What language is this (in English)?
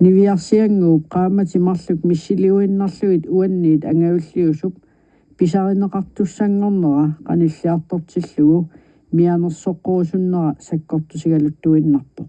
Kalaallisut